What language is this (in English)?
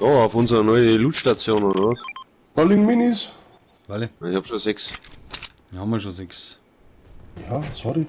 Bavarian